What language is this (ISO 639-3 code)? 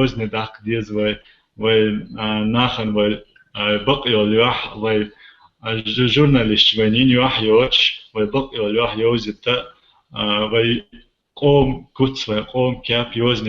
che